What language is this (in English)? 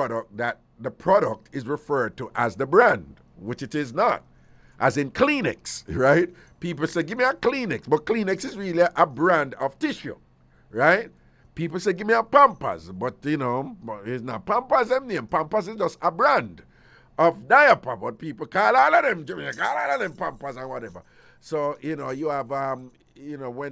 Jamaican Creole English